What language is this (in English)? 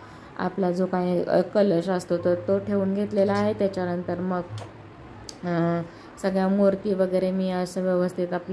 Marathi